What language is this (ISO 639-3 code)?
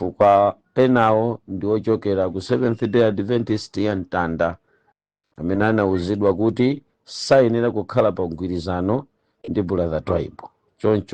nya